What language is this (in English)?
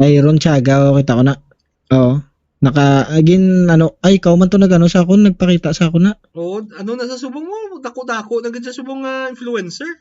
Hiligaynon